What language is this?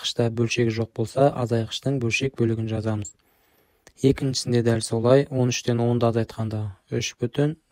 Kazakh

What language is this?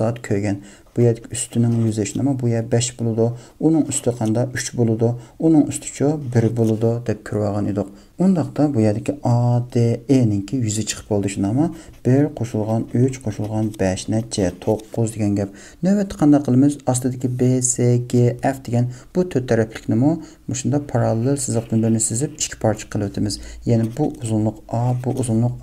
Uyghur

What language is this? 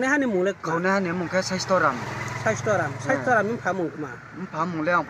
Riang (India)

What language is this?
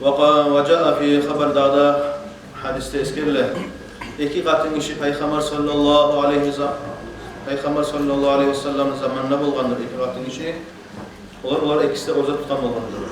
Kumyk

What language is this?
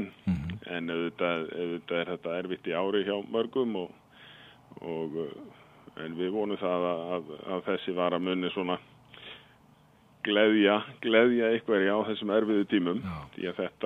Icelandic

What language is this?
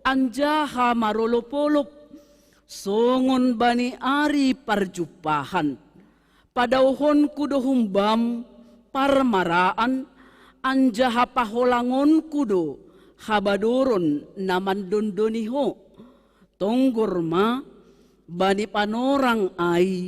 Batak Simalungun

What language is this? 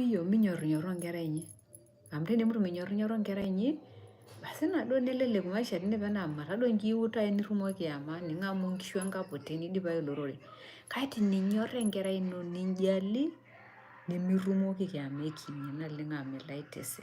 Masai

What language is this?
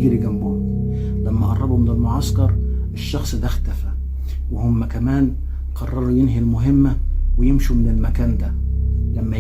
Egyptian Arabic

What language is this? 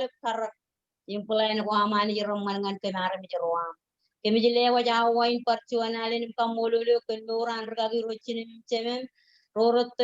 Marshallese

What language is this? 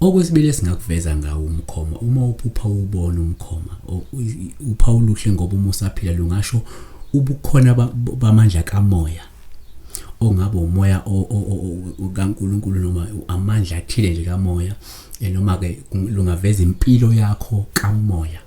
Zulu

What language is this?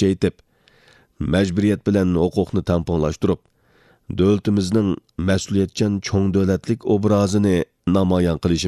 Uyghur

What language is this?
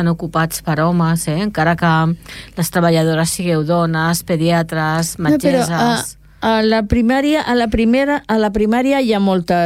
Catalan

